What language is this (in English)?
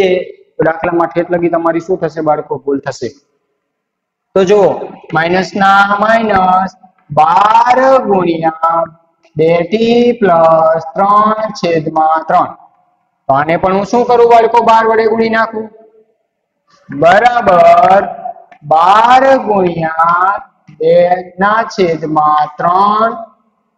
Gujarati